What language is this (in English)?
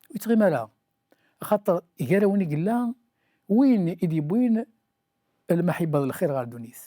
Kabyle